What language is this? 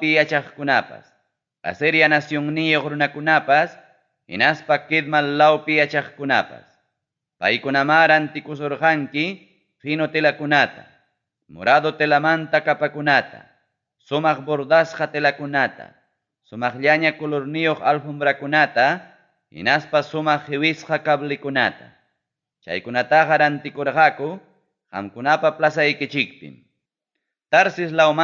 Ayacucho Quechua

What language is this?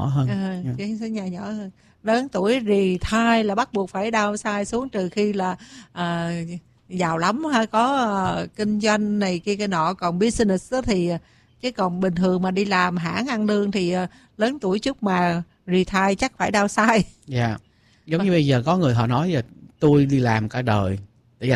Vietnamese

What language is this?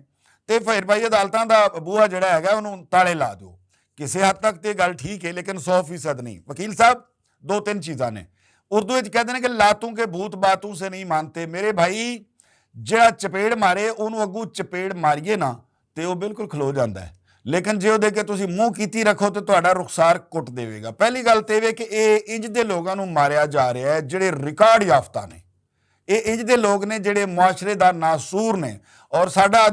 Western Panjabi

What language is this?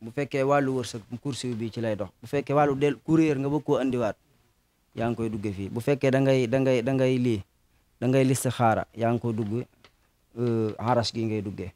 Wolof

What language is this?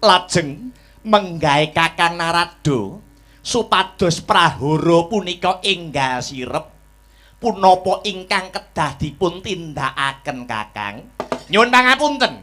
Javanese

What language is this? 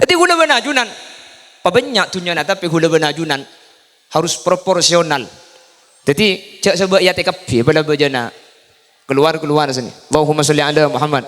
Madurese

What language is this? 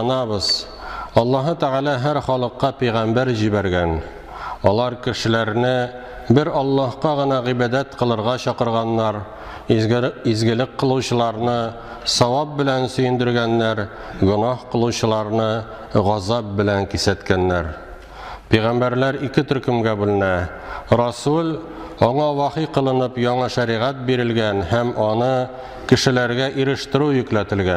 Tatar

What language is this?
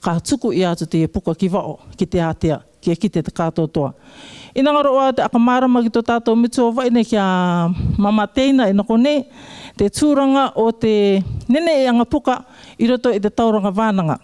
Rarotongan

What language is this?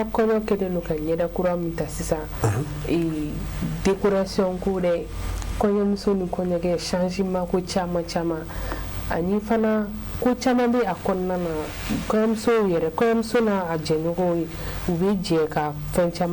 Bambara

